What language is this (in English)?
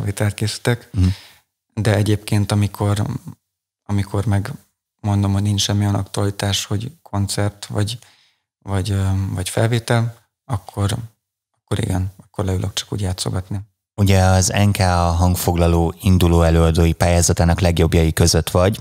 Hungarian